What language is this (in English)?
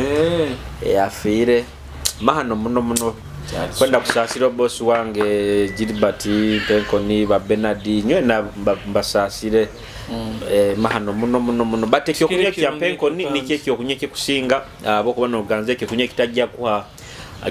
Nyoro